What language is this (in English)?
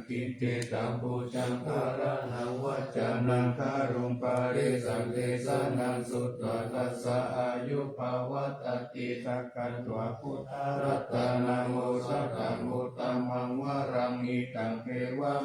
Pali